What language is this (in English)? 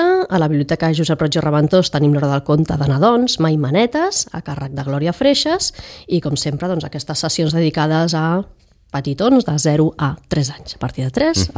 Catalan